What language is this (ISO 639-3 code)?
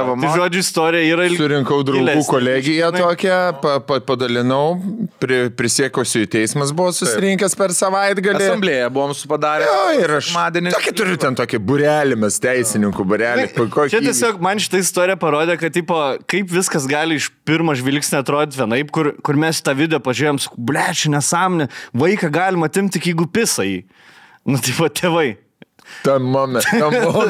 lit